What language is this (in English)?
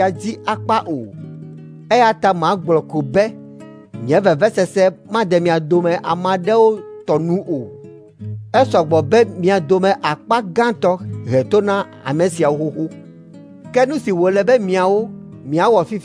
Ewe